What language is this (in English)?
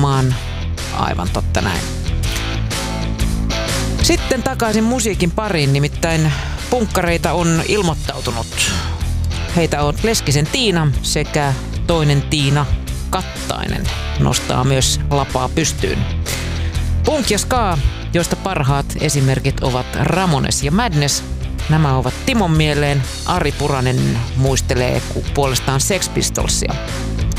Finnish